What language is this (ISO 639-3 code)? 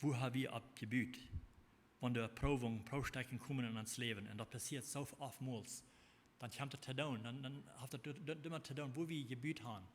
pdt